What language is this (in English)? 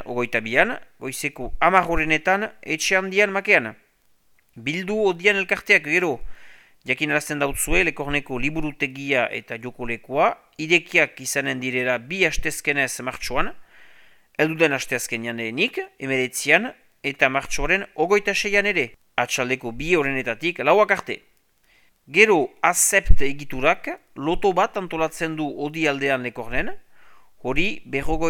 Basque